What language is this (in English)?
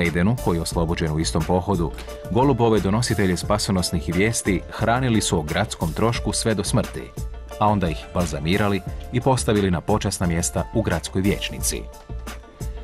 Croatian